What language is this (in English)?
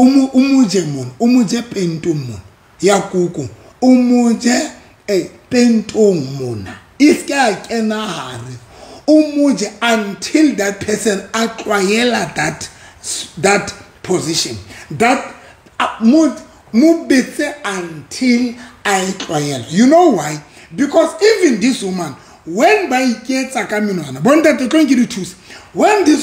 Southern Sotho